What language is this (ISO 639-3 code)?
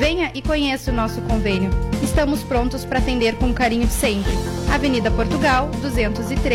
por